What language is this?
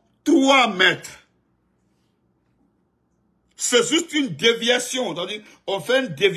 French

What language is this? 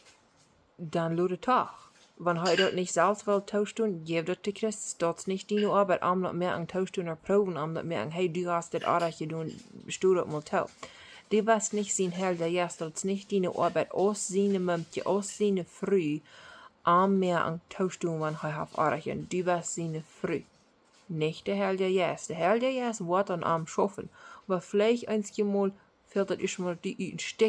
Plautdietsch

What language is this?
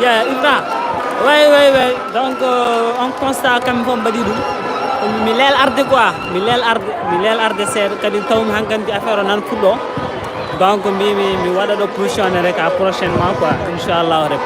Fula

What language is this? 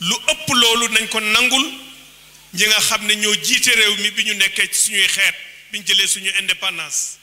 Wolof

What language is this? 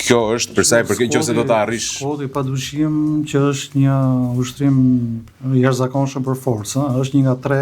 Albanian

